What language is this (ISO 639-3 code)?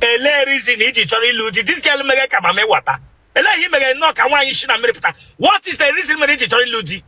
ibo